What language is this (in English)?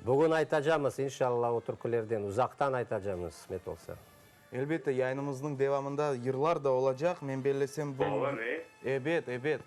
Crimean Tatar